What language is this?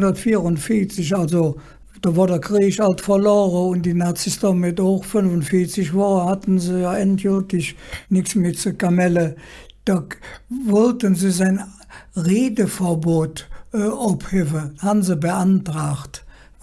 Colognian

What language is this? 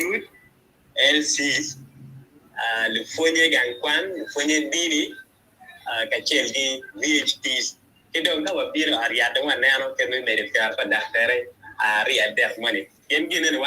Acoli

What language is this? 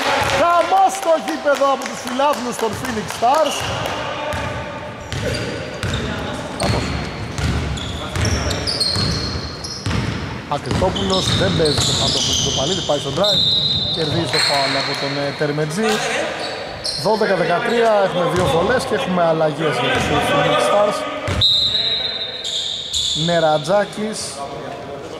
Greek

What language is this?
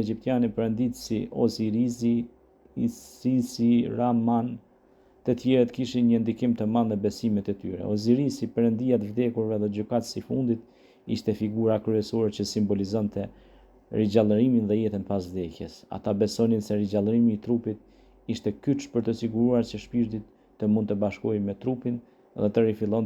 Albanian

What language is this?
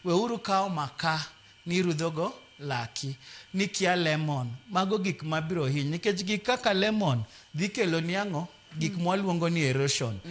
Luo (Kenya and Tanzania)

